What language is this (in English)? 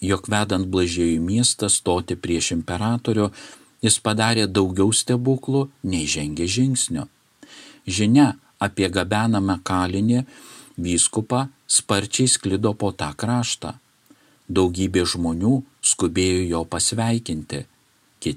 Lithuanian